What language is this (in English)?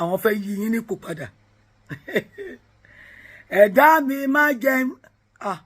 Yoruba